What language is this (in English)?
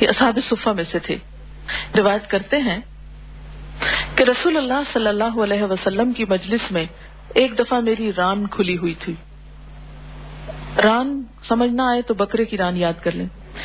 Urdu